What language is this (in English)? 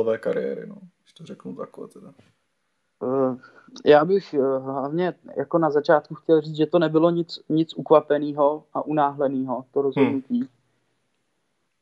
Czech